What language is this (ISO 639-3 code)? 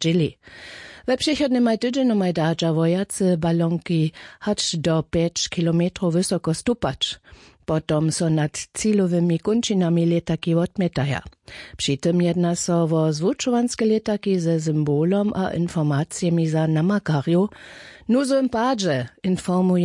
hsb